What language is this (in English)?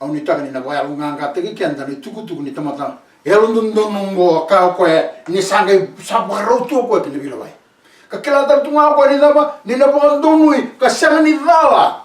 Fijian